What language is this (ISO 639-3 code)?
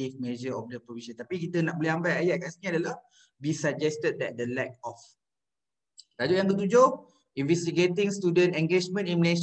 msa